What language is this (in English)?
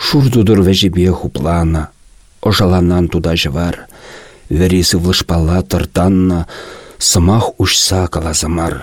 Chuvash